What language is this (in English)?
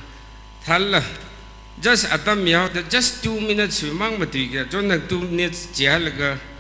Tangkhul Naga (India)